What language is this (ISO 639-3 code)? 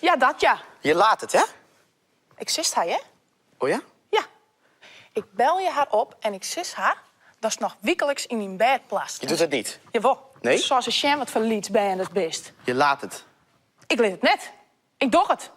fry